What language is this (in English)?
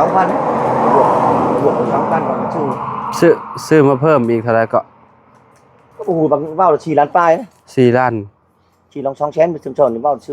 Lao